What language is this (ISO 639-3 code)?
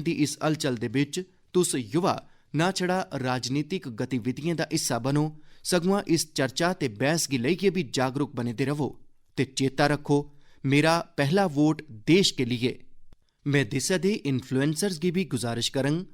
doi